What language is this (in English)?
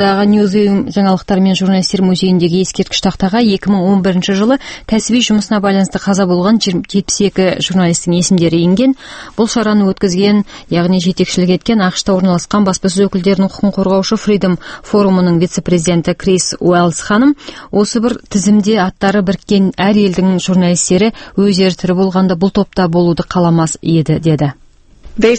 Kazakh